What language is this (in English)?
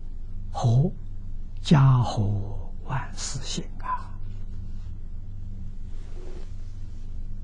Chinese